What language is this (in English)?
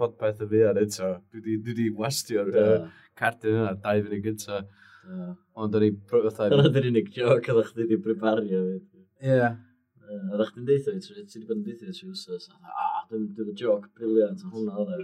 Welsh